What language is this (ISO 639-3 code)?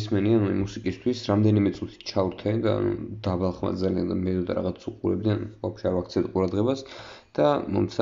kat